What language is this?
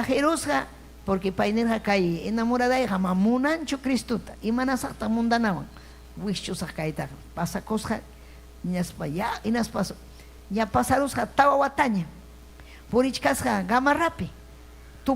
Ayacucho Quechua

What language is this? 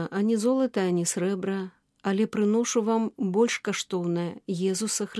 Belarusian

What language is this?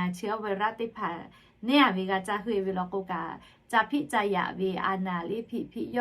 Lahu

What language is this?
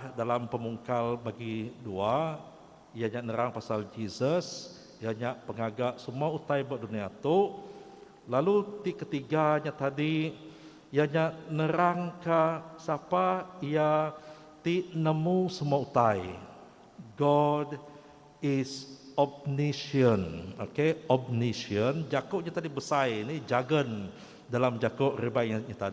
Iban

